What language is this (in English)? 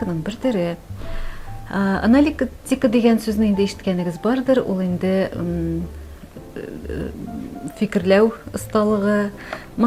Tatar